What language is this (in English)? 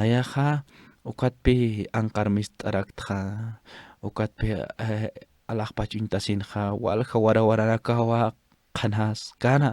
Aymara